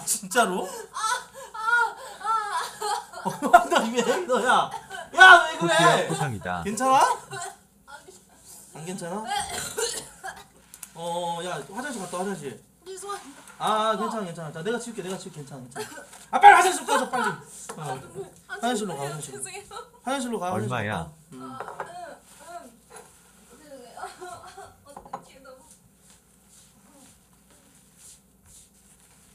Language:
Korean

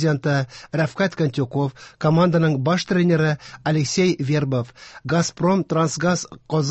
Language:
Tatar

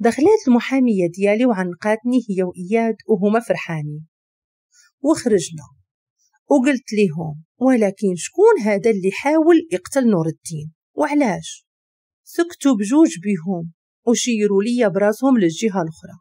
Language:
Moroccan Arabic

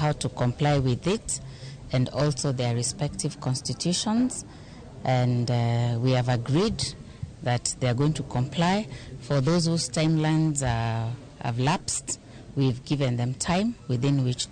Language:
Luo (Kenya and Tanzania)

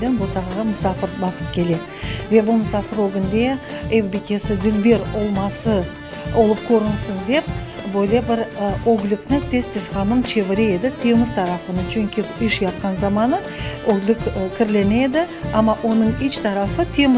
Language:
Crimean Tatar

